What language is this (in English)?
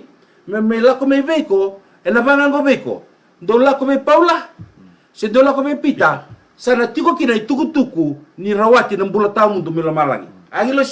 Fijian